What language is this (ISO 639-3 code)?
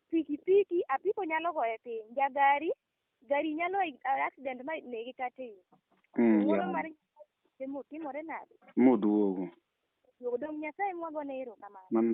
luo